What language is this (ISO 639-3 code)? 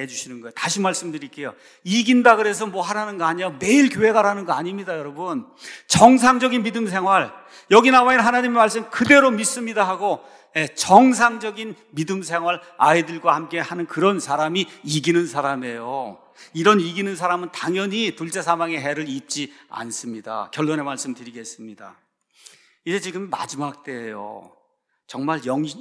kor